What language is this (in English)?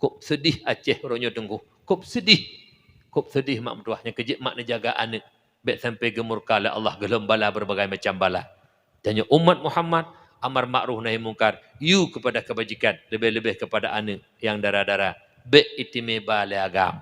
Achinese